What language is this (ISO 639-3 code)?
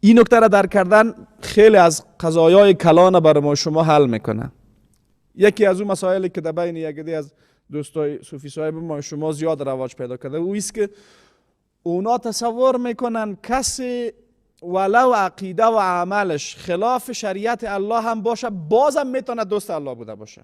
fas